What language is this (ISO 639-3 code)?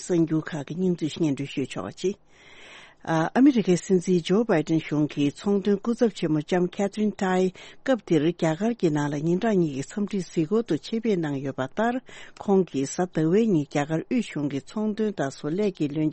bod